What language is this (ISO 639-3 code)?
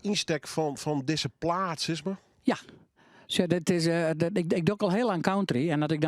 fry